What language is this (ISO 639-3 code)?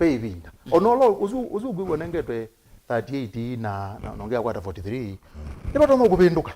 kam